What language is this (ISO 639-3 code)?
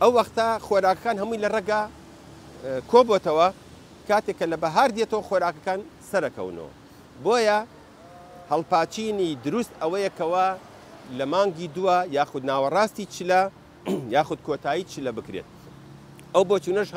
ckb